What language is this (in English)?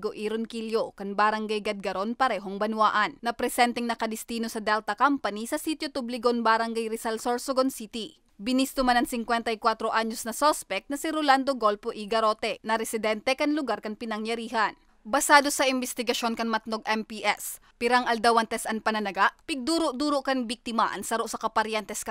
Bikol